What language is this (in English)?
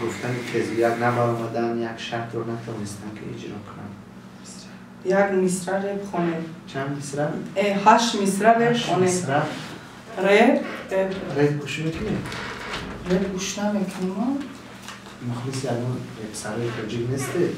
Tajik